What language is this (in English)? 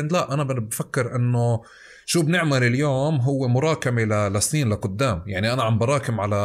North Levantine Arabic